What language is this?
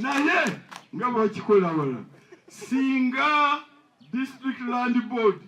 Ganda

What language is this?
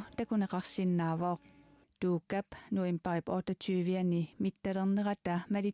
Kalaallisut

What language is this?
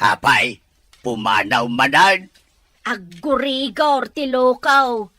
Iloko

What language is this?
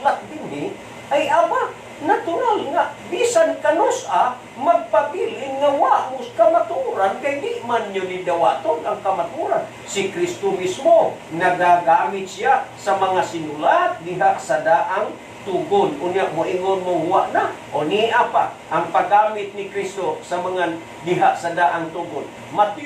Cebuano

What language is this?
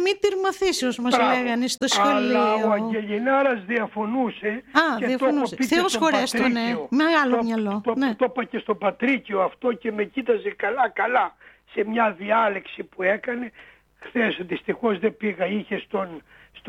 Greek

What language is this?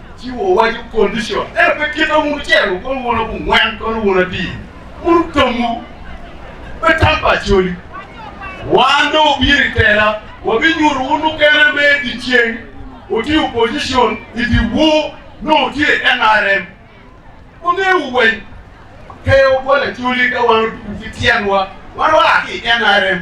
Acoli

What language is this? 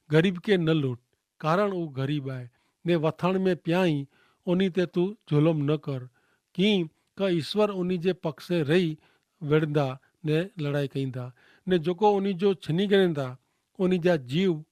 Kachhi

